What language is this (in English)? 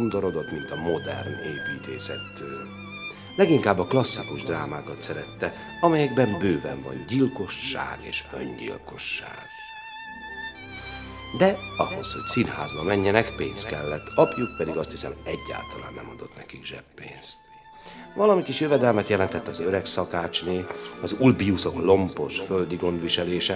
Hungarian